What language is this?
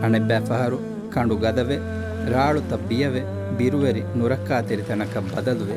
Divehi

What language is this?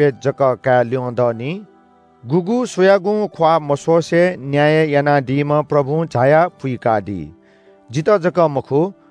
Newari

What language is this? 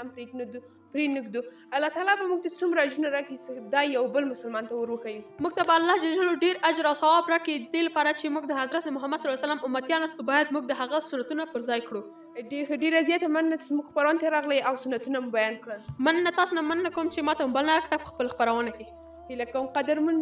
Pashto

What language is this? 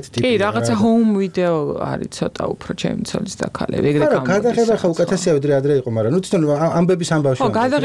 Georgian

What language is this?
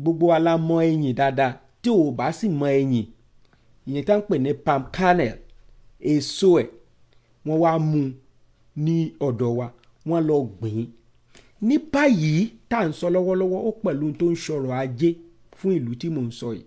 Yoruba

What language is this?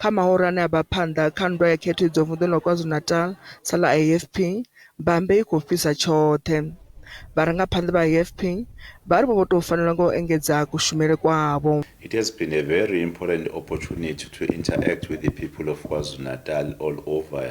Venda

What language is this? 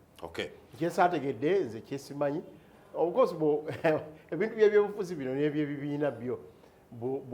Ganda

